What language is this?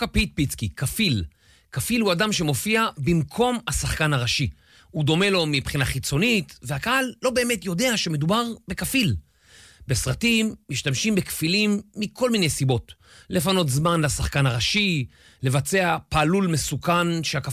Hebrew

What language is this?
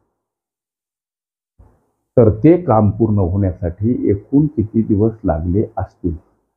Marathi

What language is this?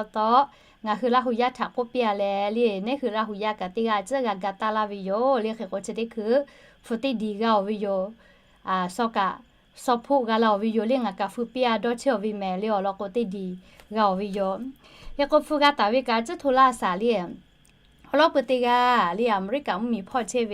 Lahu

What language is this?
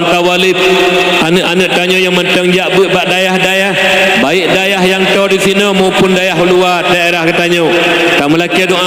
Achinese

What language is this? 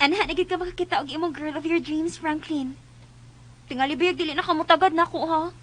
Cebuano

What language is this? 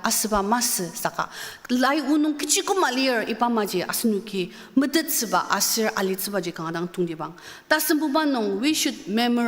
Ao Naga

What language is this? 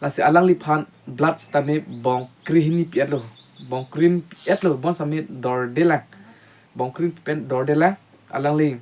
Karbi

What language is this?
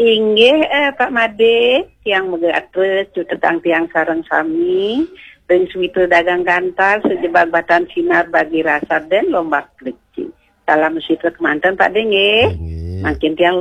Balinese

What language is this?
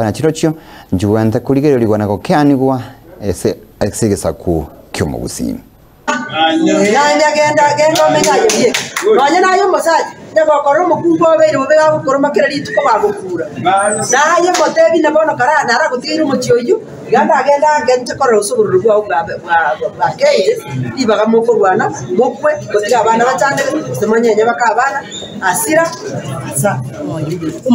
Gusii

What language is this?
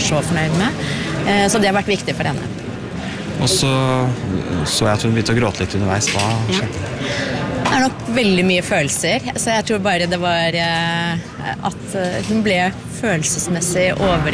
Norwegian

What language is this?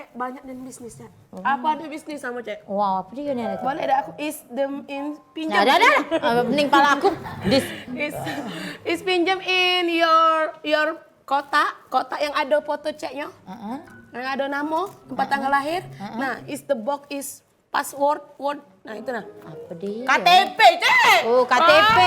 Musi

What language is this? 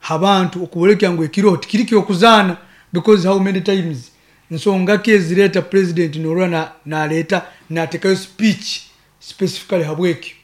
Nyoro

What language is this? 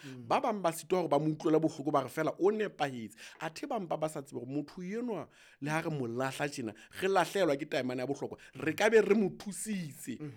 Southern Sotho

